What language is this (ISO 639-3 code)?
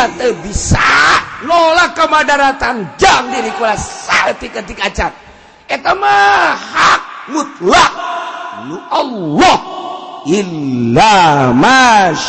sun